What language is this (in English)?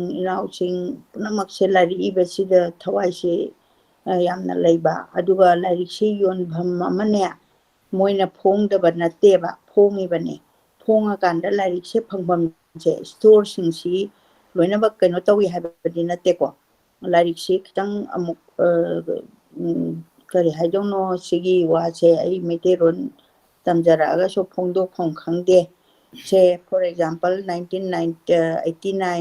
Manipuri